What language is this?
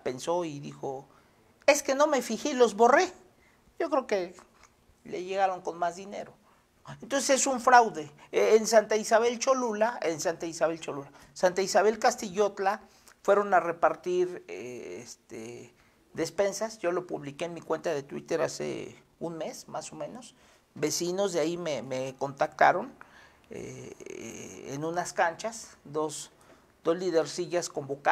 Spanish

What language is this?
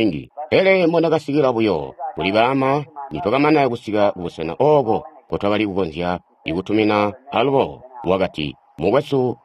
Tonga (Zambia)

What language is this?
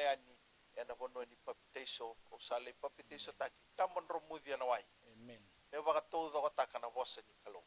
Fijian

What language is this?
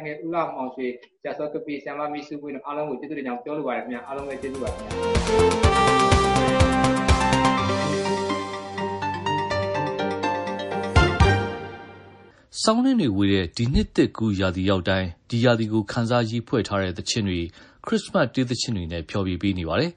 Burmese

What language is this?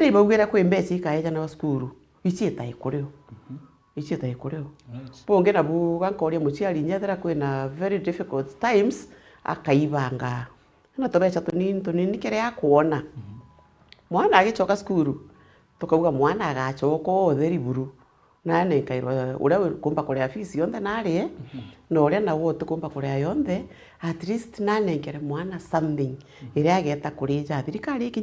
Meru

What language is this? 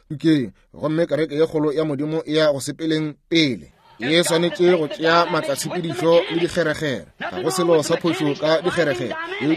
Northern Sotho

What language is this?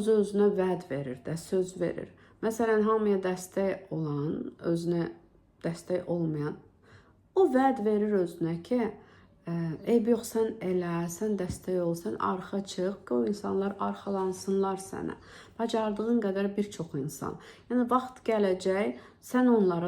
Azerbaijani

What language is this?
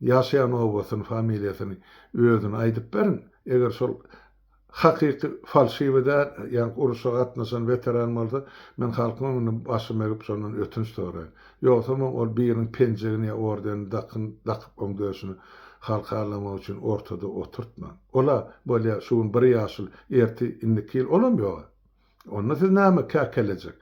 Turkmen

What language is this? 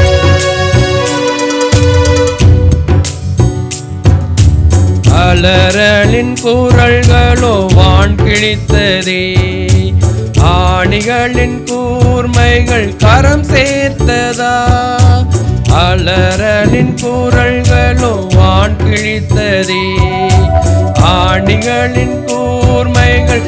Tamil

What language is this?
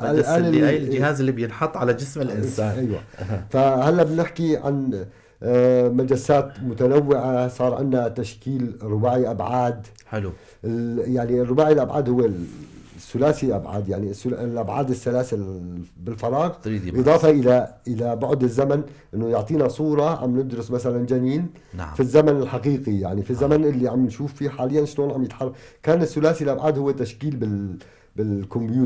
North Levantine Arabic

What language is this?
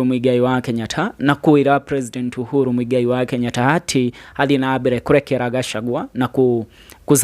Kikuyu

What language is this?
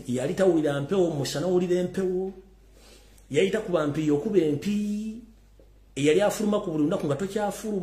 Ganda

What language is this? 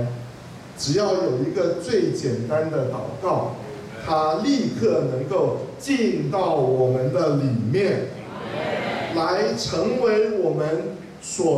Chinese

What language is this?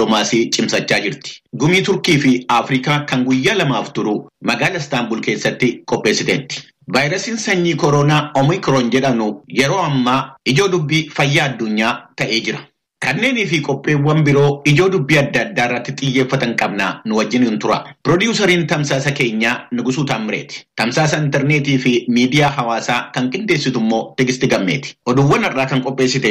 Oromo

